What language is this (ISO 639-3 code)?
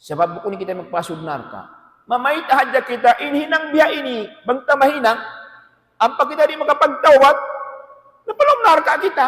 tsg